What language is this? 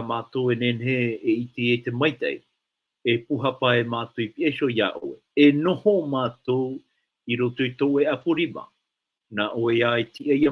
Tahitian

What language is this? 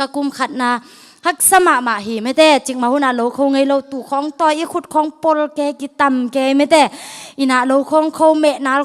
Tedim Chin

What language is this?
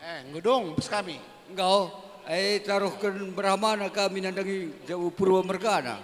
Batak Karo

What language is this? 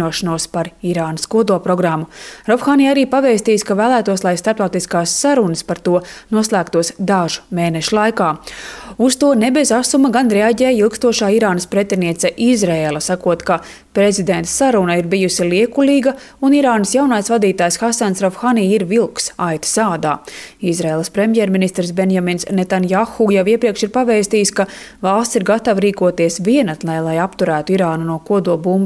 Latvian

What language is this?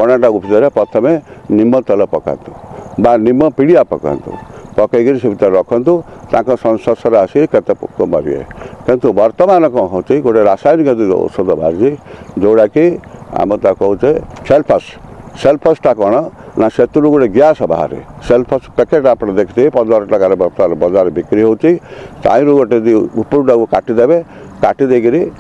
Odia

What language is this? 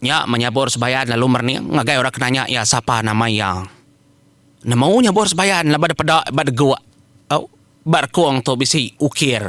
Iban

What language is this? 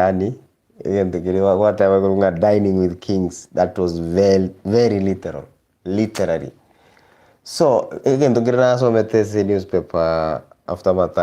Gusii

